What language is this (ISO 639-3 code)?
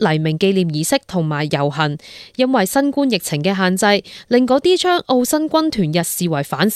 yue